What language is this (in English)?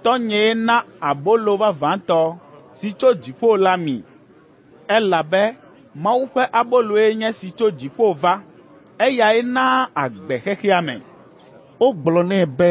Ewe